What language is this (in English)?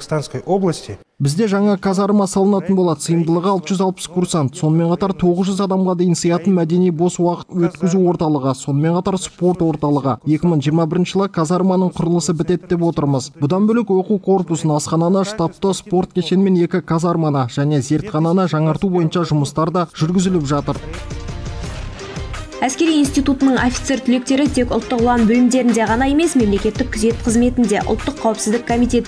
Kazakh